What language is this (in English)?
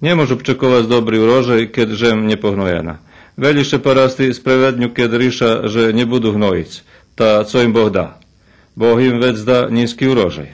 Rusyn